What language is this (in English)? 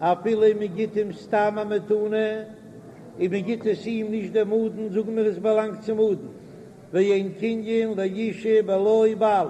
Yiddish